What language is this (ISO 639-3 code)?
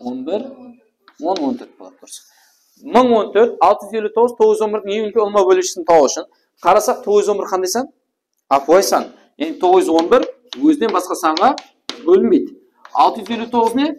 kaa